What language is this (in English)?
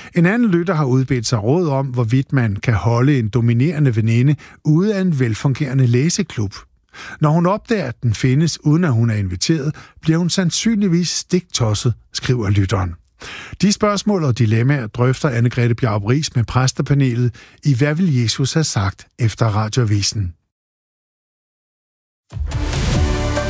Danish